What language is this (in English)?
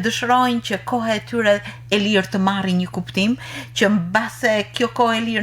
Albanian